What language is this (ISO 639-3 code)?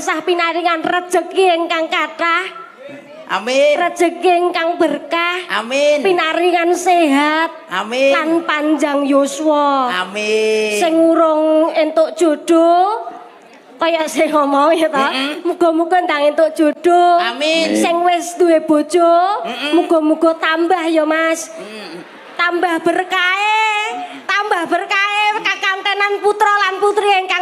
jav